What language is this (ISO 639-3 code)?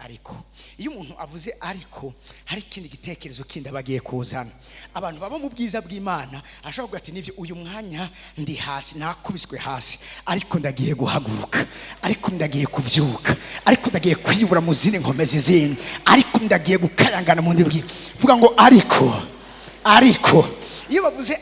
run